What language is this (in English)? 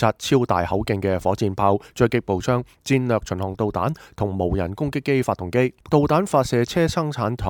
Cantonese